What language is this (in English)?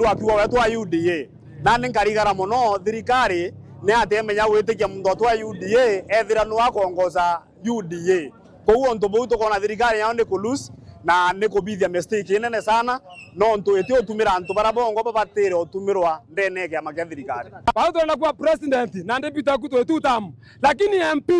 Meru